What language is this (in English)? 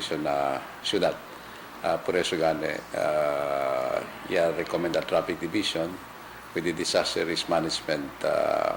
Chavacano